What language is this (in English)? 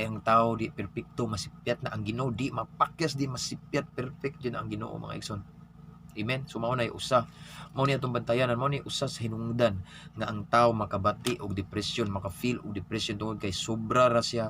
Cebuano